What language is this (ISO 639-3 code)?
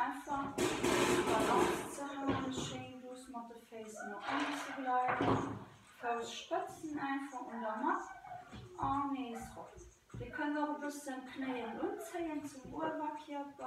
ltz